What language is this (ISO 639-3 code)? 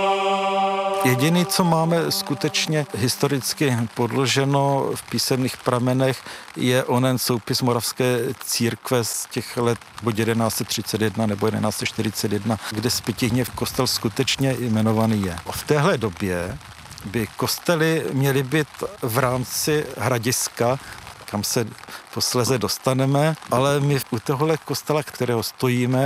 ces